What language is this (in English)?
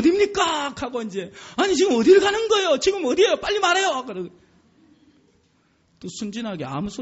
Korean